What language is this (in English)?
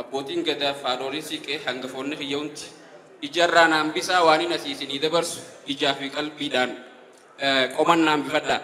Oromo